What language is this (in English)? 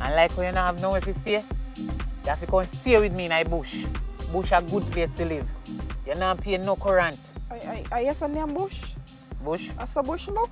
Jamaican Creole English